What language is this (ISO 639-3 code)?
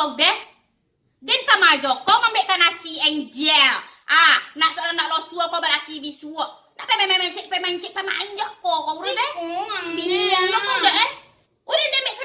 min